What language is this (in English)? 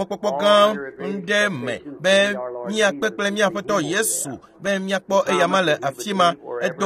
Ewe